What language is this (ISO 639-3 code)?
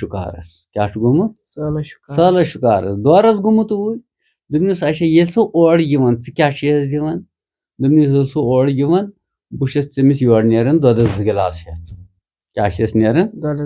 kas